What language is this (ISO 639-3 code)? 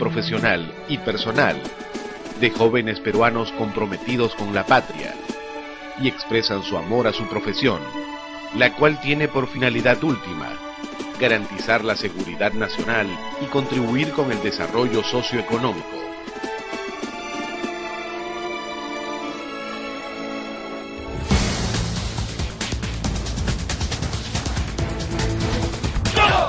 spa